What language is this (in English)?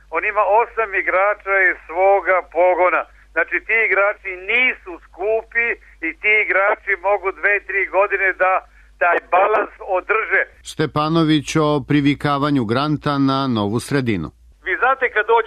Serbian